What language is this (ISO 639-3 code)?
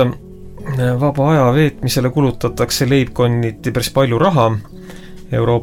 est